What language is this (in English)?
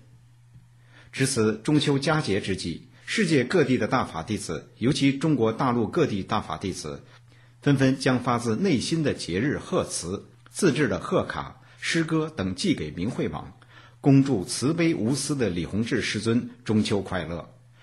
Chinese